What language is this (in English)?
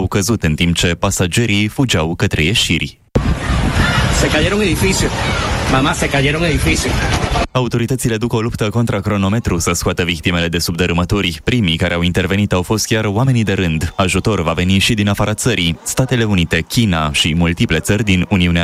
Romanian